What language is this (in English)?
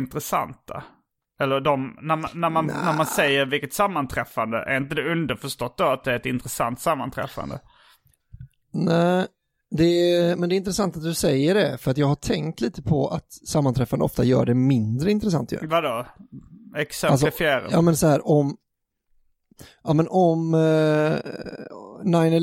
Swedish